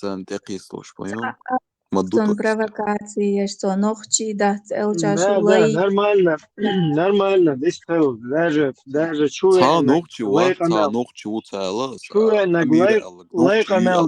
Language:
Chechen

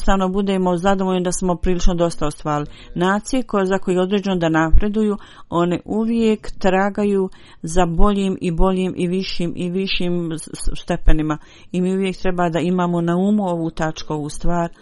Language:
Bosnian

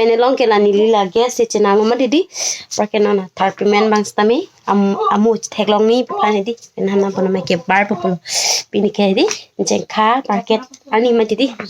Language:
Karbi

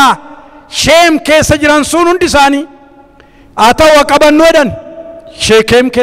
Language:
Oromo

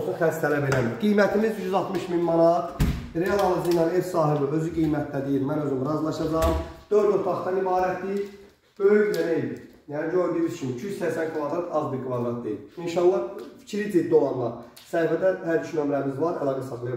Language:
Azerbaijani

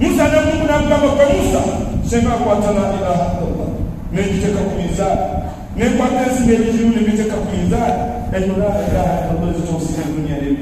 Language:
Swahili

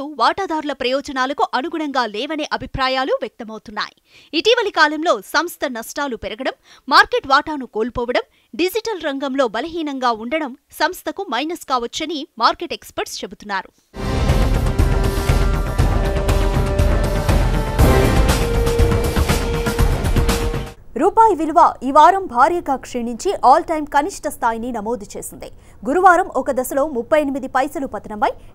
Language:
Telugu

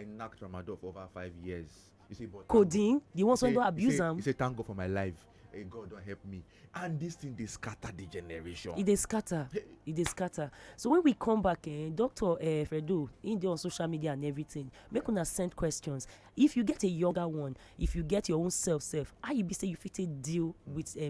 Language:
Nigerian Pidgin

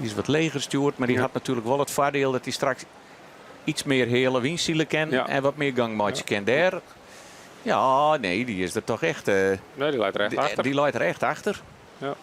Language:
Western Frisian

